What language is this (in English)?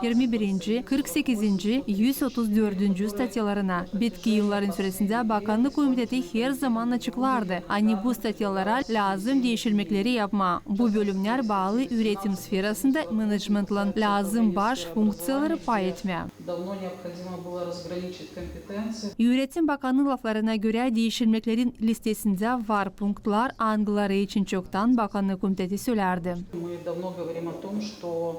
Gagauz